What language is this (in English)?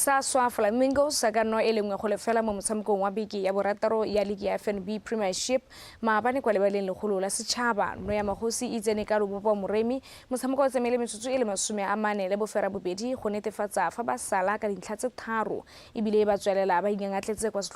Tswana